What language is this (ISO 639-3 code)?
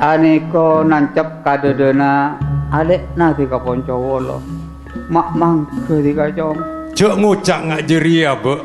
mad